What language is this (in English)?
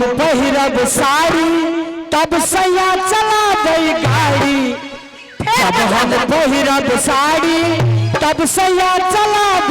Maithili